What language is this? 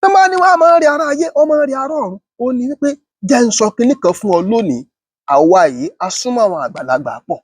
Yoruba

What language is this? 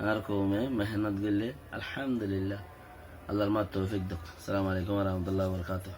Rohingya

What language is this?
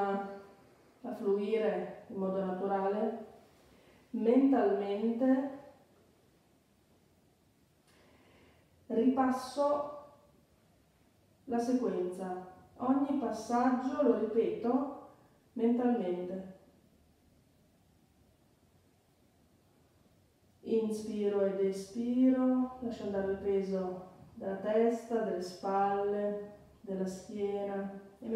Italian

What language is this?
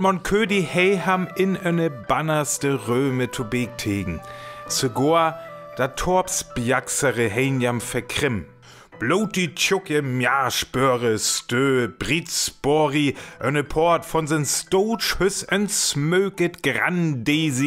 Northern Frisian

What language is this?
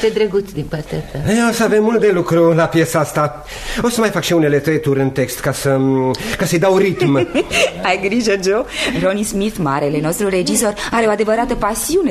Romanian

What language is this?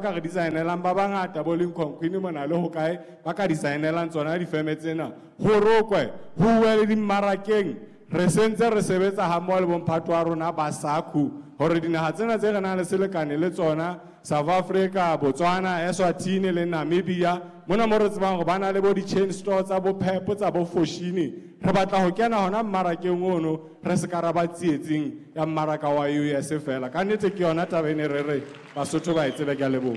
Southern Sotho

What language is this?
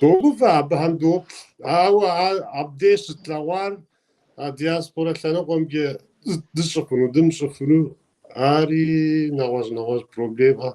Kabardian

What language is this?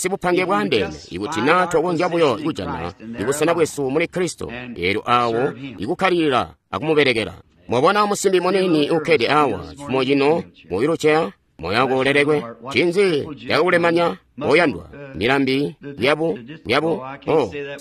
Tonga (Zambia)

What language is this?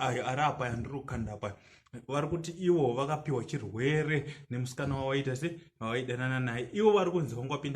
Shona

